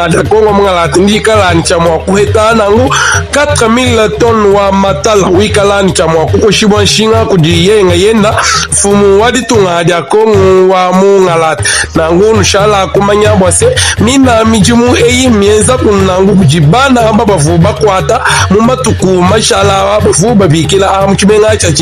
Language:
Luba-Lulua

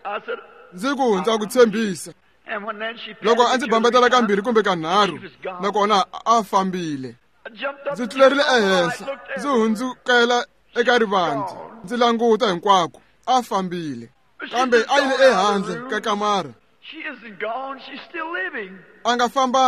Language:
Tsonga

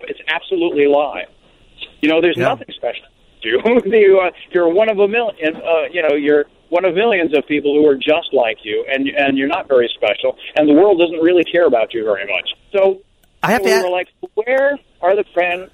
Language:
English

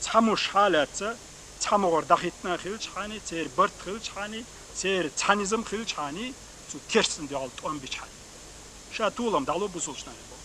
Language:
Chechen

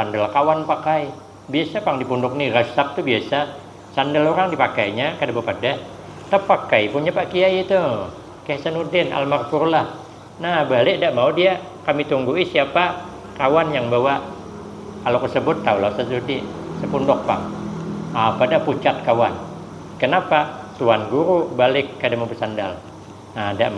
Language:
Banjar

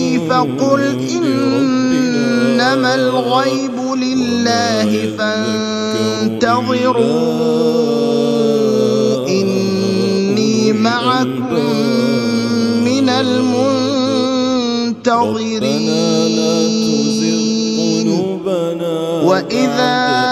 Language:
Arabic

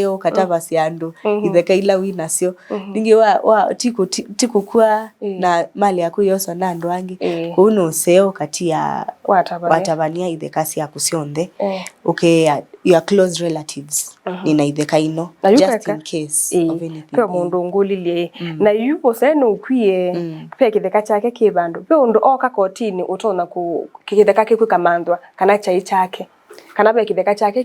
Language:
Kamba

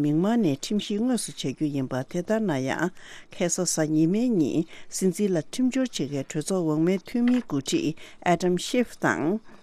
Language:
Tibetan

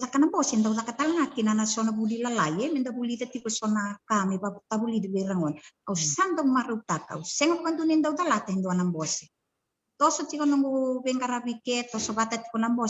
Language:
Fijian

